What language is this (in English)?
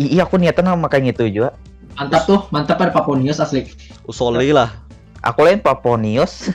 Banjar